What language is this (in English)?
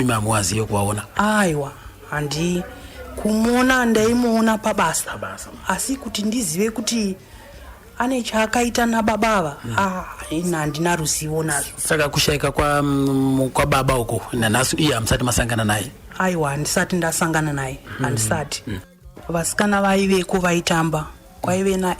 Shona